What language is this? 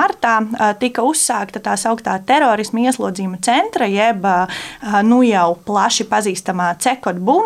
Latvian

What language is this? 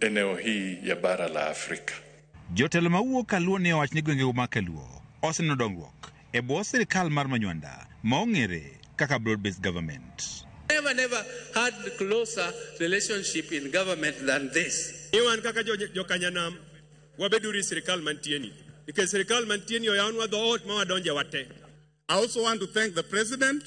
Luo (Kenya and Tanzania)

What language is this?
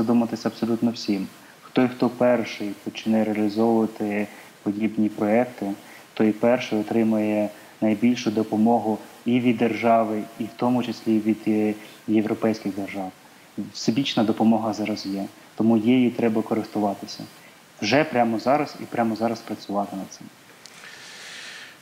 Ukrainian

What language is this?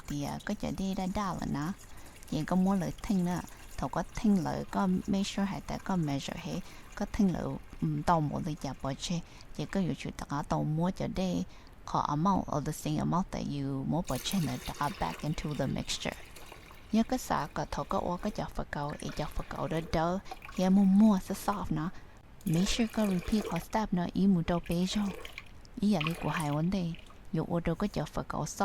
Hmong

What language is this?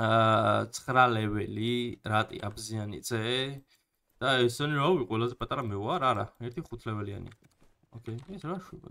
Georgian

